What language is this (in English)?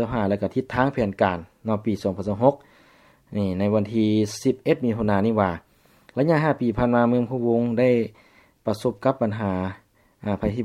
Lao